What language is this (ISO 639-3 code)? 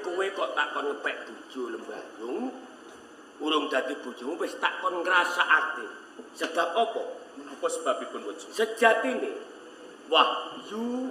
jav